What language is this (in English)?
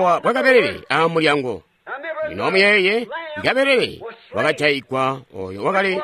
Tonga (Zambia)